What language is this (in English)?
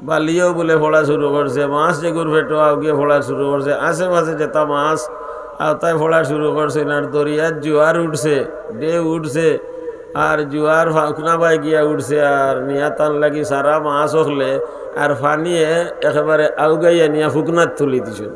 Sylheti